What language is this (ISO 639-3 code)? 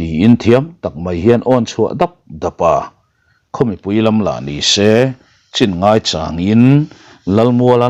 lus